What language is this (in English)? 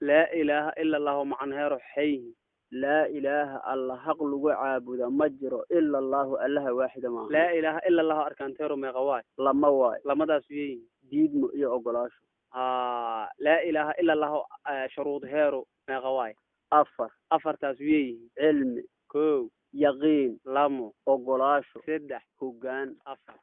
Somali